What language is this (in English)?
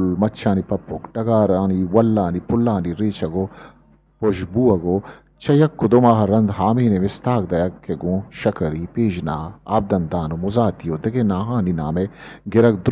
Eastern Balochi